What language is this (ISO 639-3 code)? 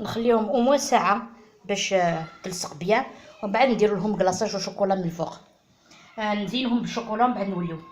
arq